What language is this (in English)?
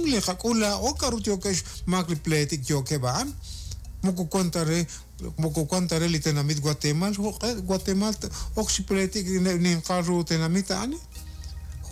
Kekchí